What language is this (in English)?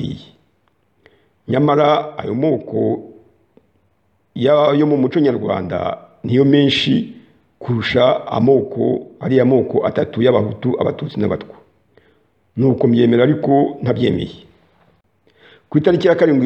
Kinyarwanda